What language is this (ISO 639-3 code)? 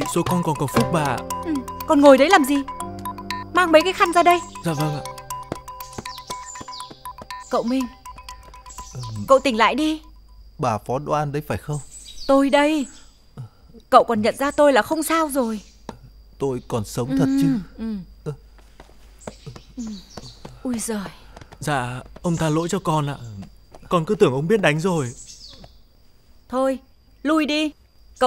vie